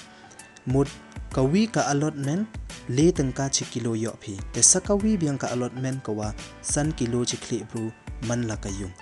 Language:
Pnar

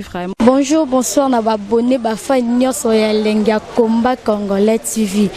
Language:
Lingala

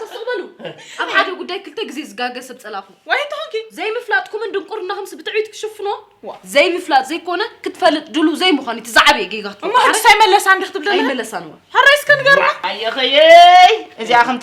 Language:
Tigrinya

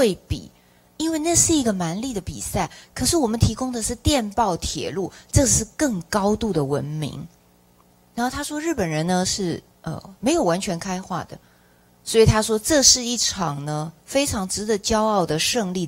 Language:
Chinese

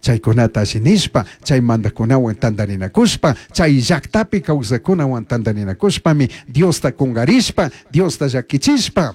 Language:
Chimborazo Highland Quichua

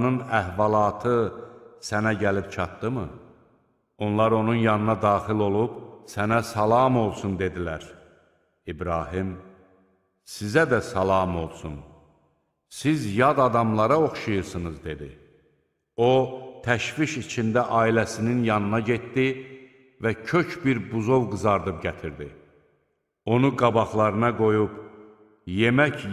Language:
Azerbaijani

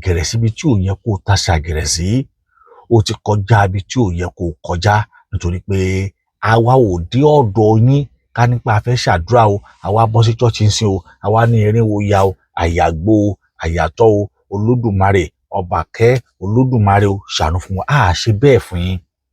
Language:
Yoruba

